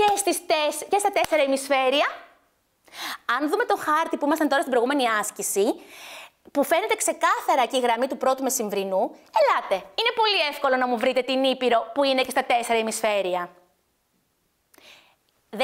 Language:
Greek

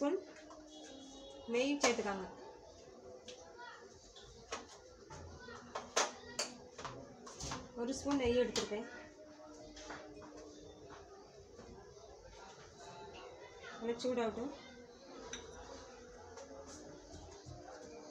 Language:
Tamil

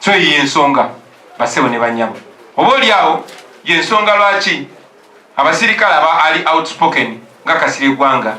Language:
Ganda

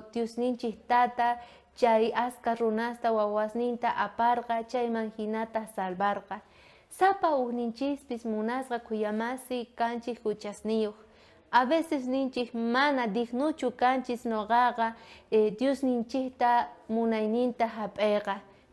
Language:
South Bolivian Quechua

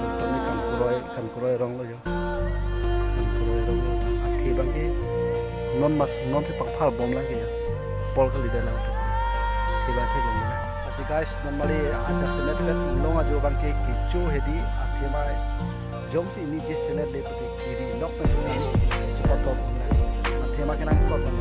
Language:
Karbi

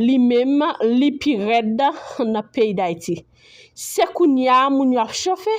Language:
Haitian Creole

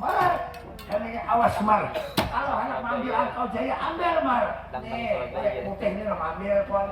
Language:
Banjar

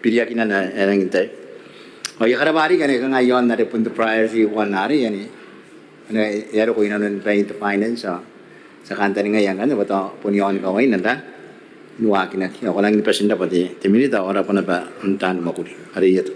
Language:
Gilbertese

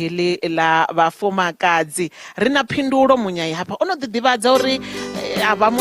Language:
Venda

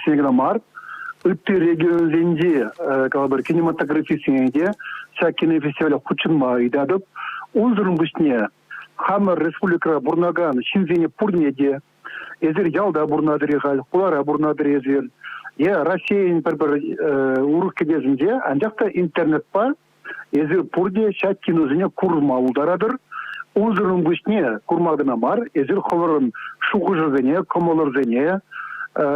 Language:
Chuvash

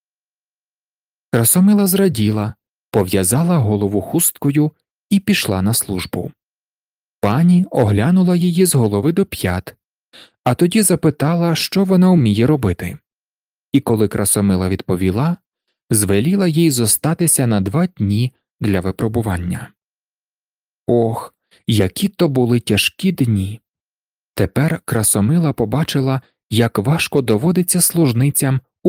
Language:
Ukrainian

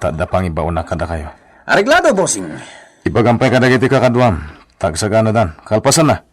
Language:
Iloko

